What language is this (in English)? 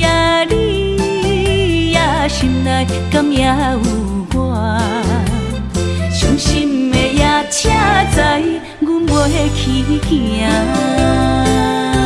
Min Nan Chinese